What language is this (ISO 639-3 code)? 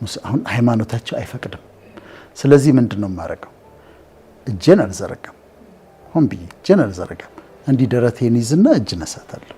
amh